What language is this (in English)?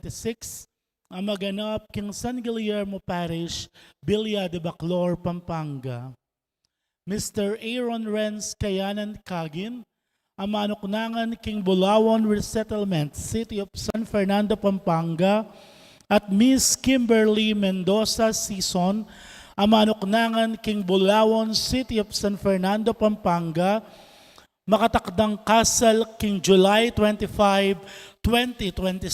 Pampanga